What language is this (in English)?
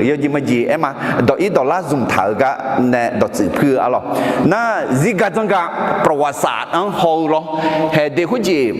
Akha